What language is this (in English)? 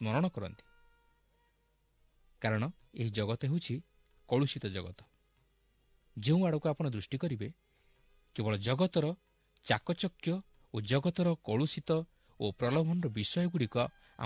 Odia